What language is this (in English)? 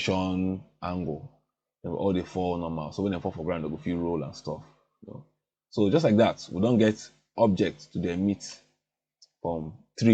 Nigerian Pidgin